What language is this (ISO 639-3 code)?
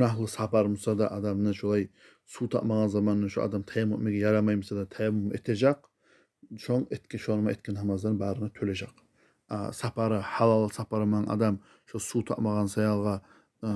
kum